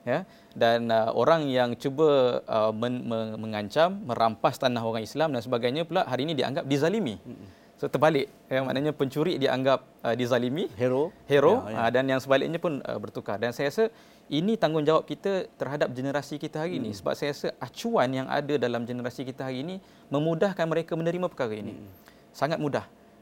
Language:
Malay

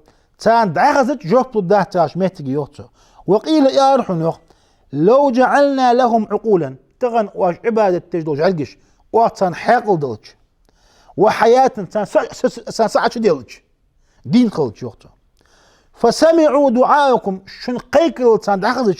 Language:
Ingush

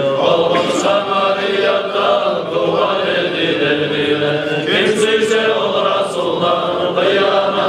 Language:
Kumyk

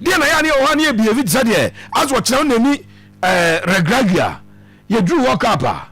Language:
Akan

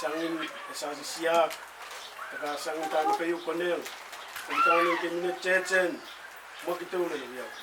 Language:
Pohnpeian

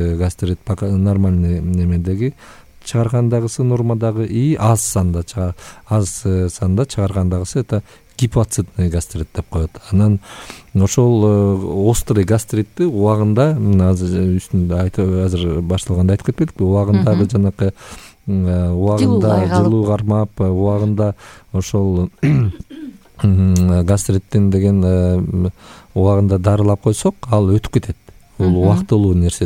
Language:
Kyrgyz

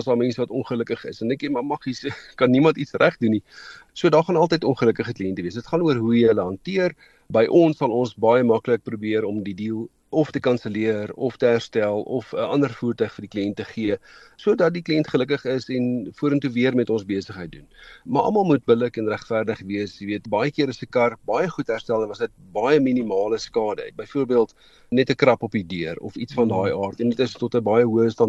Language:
Afrikaans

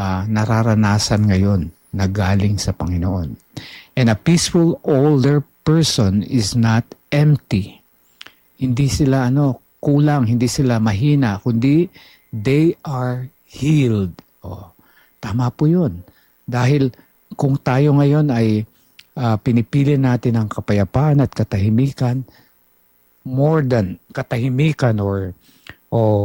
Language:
Filipino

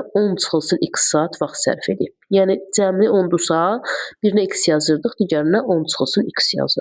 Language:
Azerbaijani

